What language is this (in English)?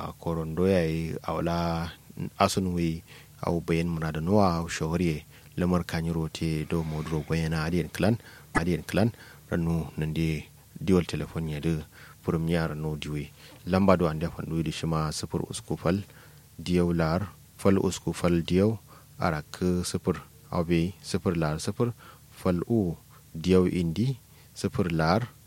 Kanuri